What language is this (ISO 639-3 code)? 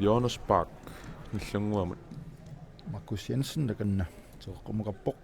kal